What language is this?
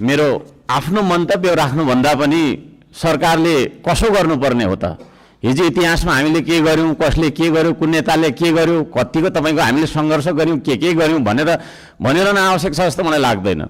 Nepali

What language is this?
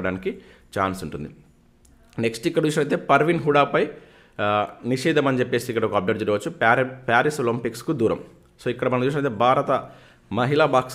Telugu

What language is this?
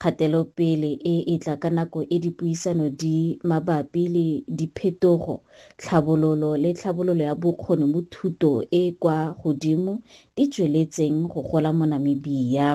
Tswana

